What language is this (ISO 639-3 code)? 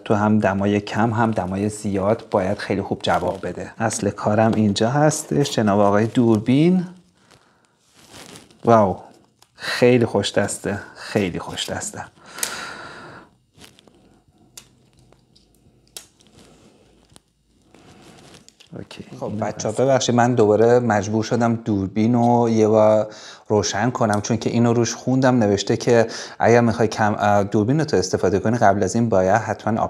fas